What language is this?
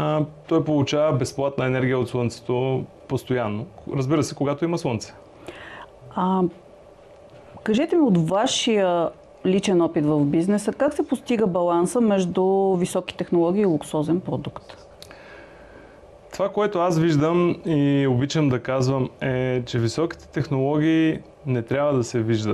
Bulgarian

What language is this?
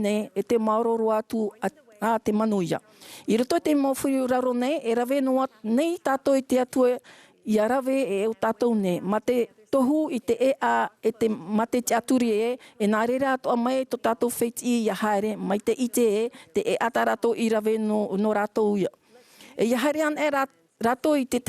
Tahitian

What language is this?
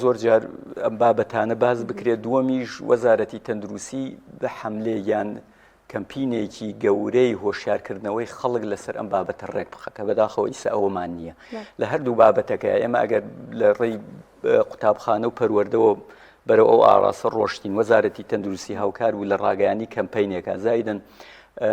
Central Kurdish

